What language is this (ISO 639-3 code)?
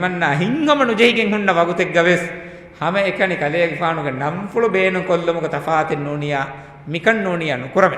div